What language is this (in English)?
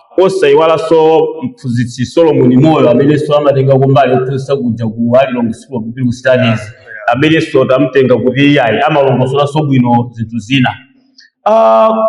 Nyanja